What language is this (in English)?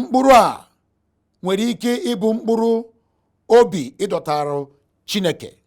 Igbo